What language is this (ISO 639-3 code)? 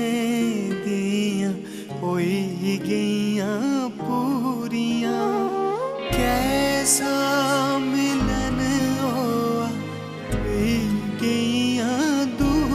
doi